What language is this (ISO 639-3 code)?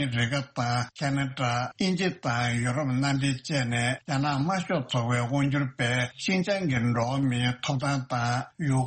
bod